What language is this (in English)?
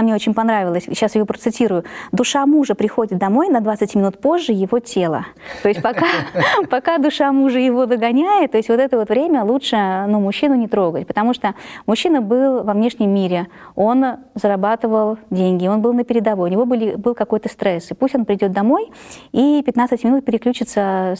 Russian